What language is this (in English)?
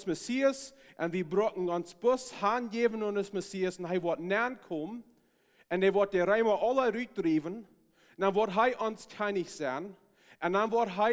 Plautdietsch